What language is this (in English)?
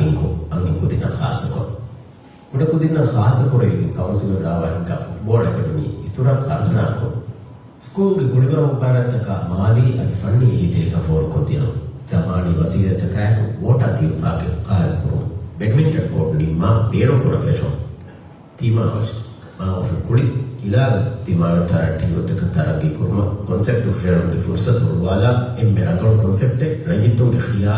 Divehi